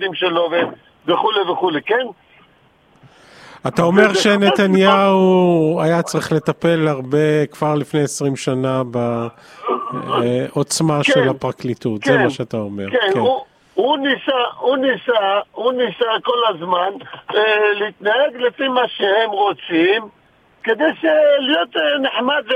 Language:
Hebrew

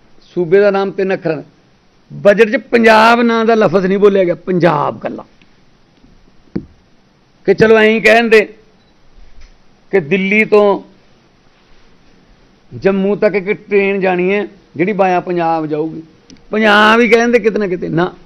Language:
Punjabi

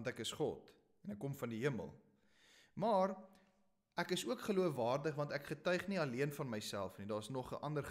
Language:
Afrikaans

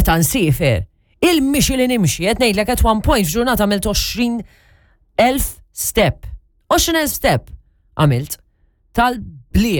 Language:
Maltese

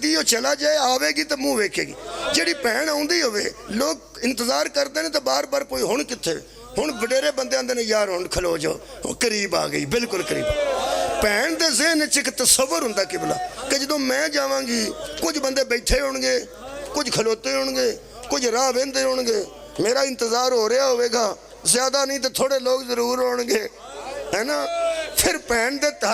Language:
Pahari-Potwari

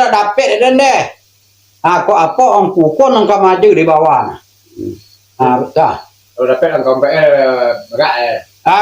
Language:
Minangkabau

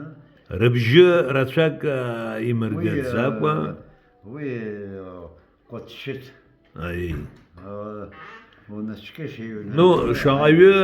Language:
Abkhazian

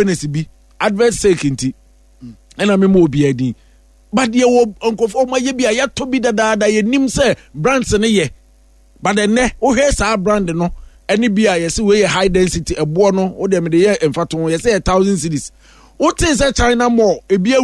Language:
Akan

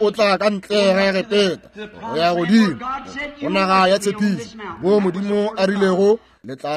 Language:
Northern Sotho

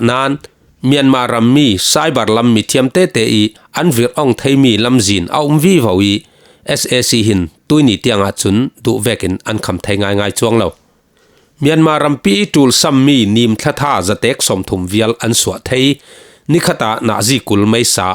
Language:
Falam Chin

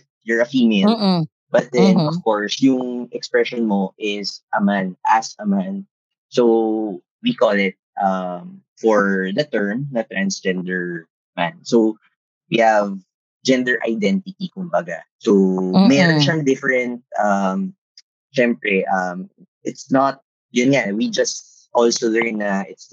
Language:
Filipino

